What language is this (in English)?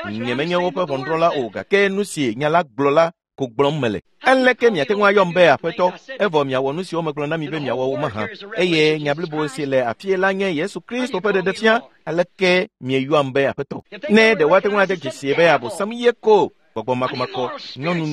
Ewe